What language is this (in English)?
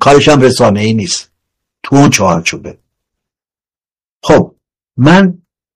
Persian